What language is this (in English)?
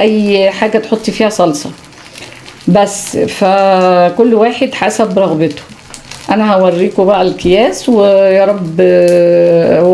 Egyptian Arabic